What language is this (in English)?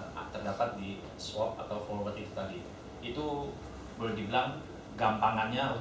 Indonesian